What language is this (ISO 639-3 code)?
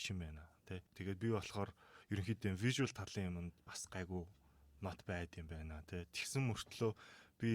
mon